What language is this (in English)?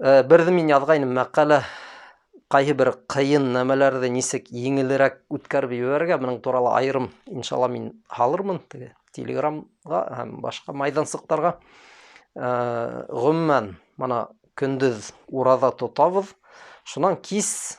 Bashkir